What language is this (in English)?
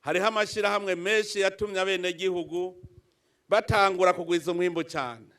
Rundi